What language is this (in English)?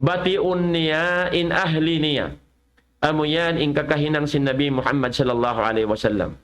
Tausug